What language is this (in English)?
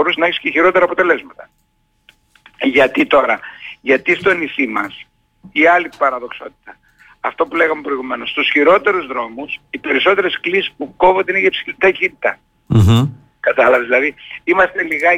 Greek